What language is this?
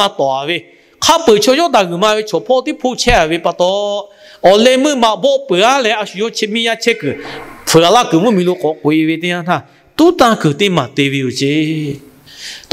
Lahu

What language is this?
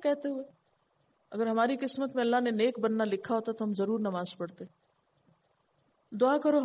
Urdu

